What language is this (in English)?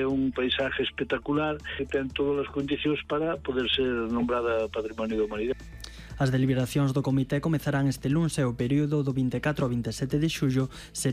Galician